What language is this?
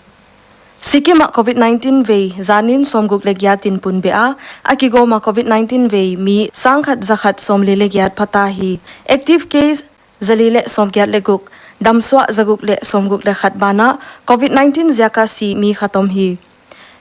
Paite Chin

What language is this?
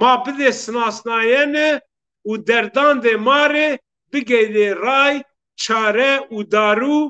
Zaza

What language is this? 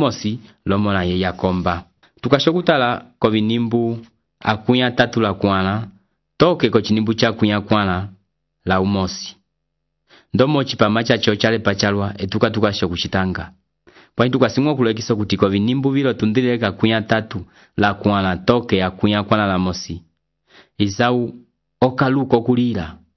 Umbundu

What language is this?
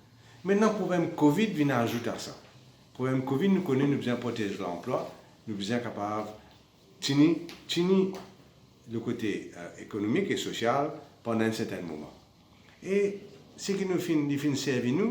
Morisyen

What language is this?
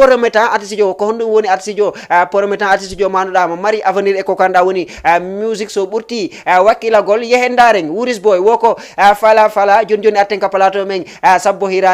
Fula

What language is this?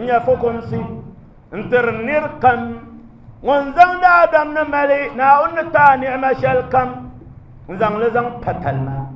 Dagbani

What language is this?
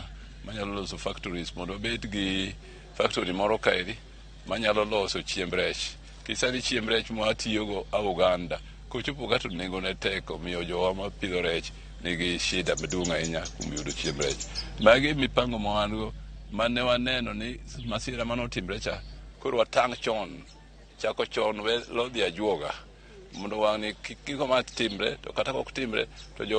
Luo (Kenya and Tanzania)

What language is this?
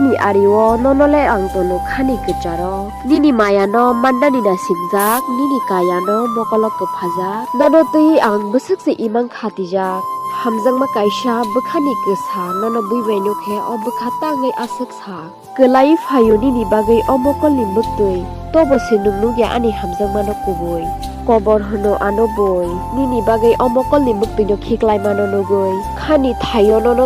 Kok Borok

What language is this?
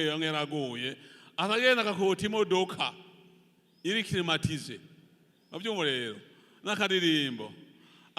Rundi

